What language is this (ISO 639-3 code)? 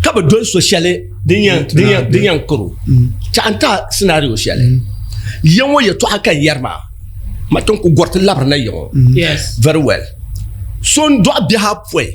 dag